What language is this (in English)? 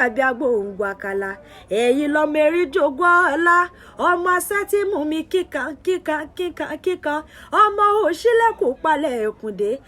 Yoruba